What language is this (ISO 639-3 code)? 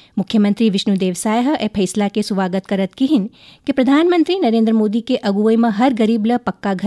hne